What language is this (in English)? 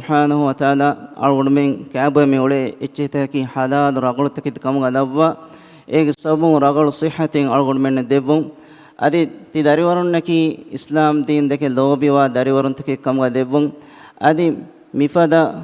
Divehi